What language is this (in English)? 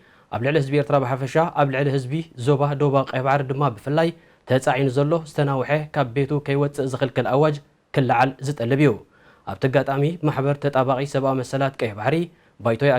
Tigrinya